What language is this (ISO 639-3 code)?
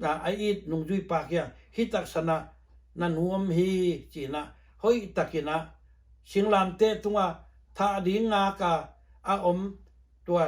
ctd